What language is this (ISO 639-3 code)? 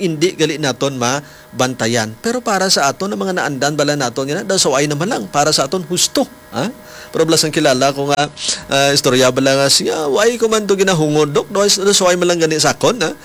hil